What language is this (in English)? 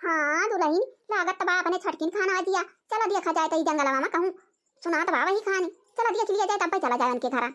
Awadhi